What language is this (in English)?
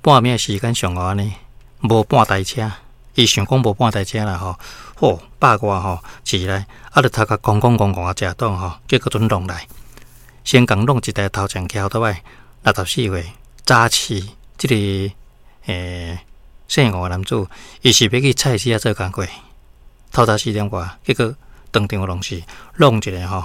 Min Nan Chinese